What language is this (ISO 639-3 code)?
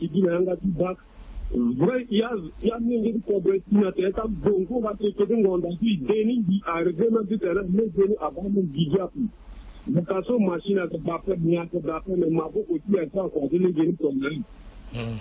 sag